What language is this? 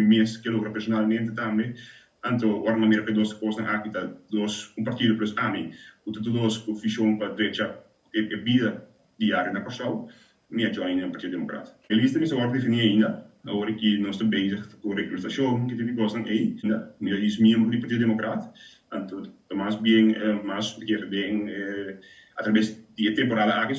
Papiamento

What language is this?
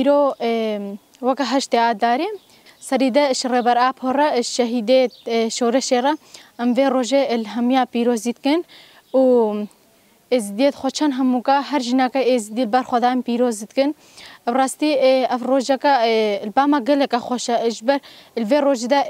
Kurdish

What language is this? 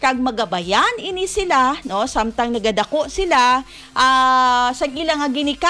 Hiligaynon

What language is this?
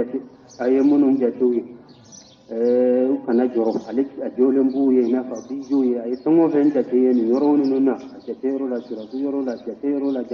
Bambara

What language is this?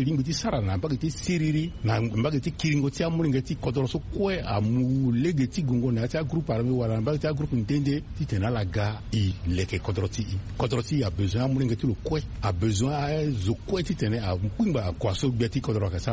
Sango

